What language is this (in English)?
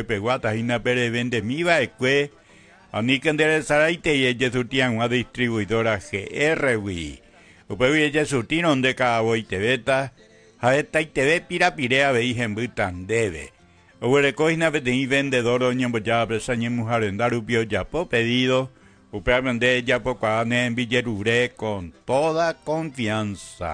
Guarani